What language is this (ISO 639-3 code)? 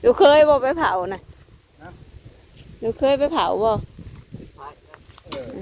tts